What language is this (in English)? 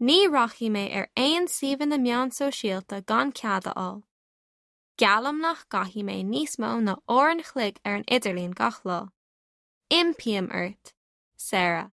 Irish